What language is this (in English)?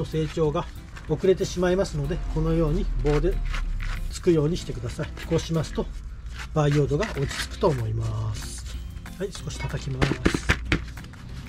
Japanese